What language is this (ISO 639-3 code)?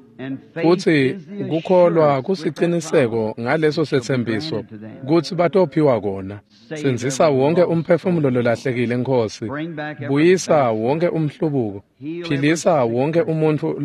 ssw